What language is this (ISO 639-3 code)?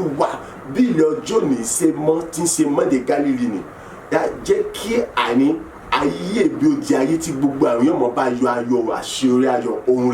yor